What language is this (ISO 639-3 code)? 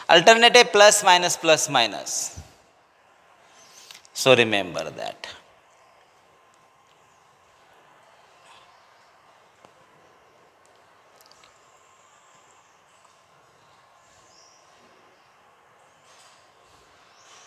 mar